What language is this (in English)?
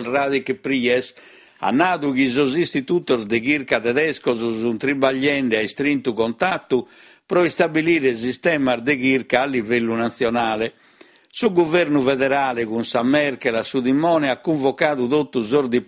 Sardinian